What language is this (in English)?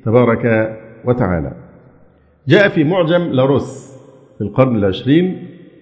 Arabic